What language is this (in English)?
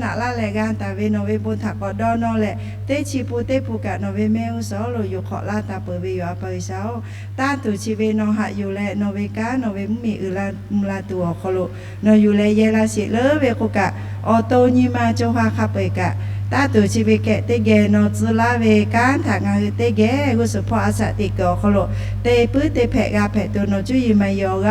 Lahu